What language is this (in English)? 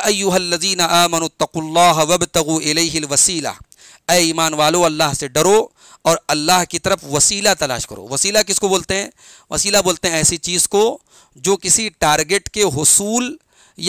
Urdu